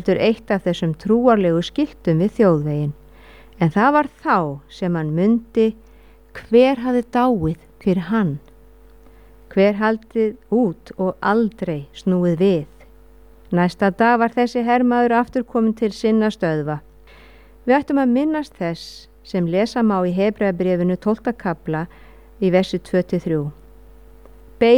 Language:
Icelandic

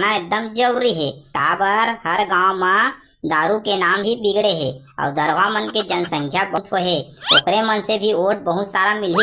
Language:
Chhattisgarhi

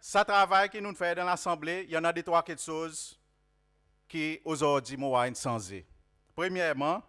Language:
Seselwa Creole French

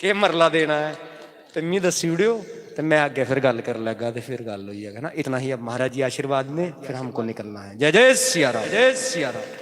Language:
Dogri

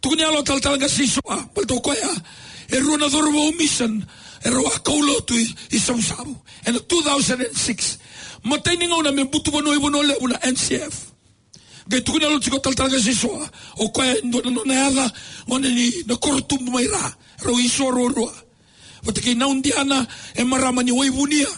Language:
Fijian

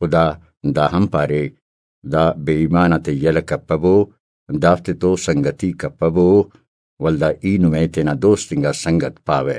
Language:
Brahui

